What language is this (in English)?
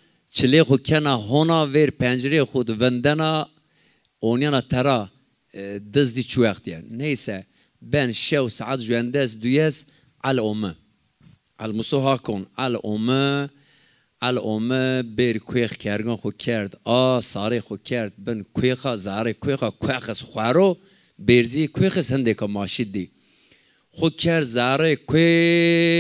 Zaza